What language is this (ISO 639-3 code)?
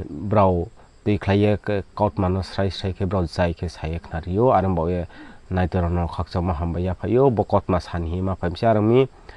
ria